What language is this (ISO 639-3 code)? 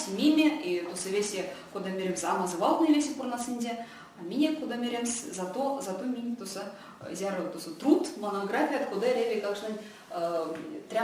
myv